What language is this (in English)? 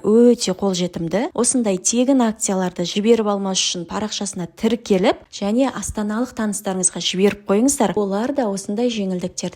Kazakh